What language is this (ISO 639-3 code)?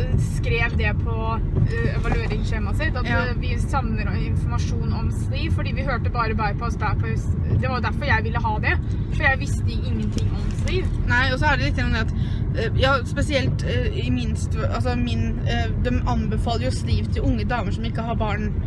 nor